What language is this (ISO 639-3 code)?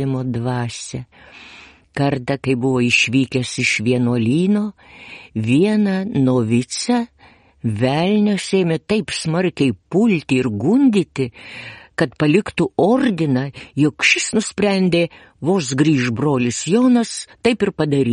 lit